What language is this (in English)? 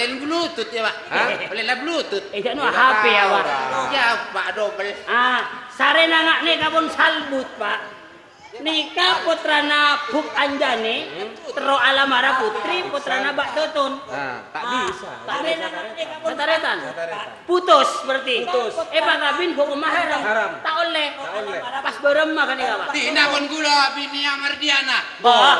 Madurese